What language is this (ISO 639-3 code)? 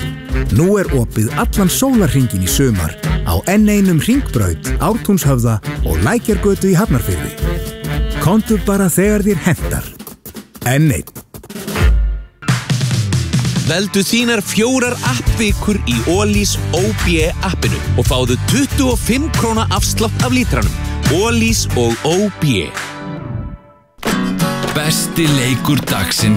isl